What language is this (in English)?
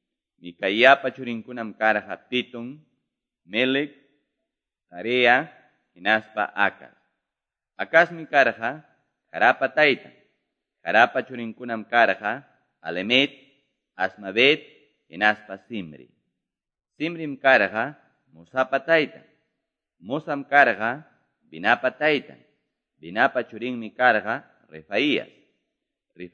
Quechua